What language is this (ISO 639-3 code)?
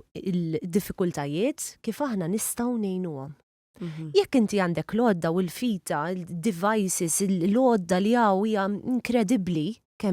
mlt